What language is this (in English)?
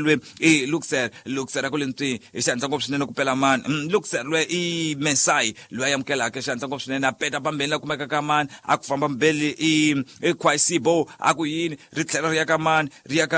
Tsonga